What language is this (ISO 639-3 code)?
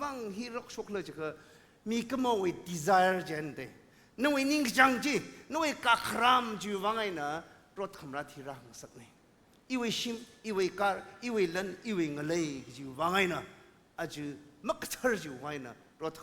nmf